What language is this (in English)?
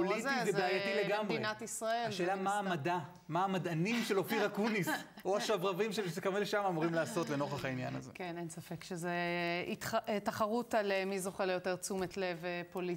Hebrew